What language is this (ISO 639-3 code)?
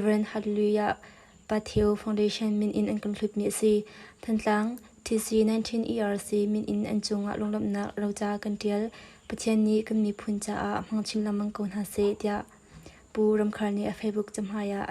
cnh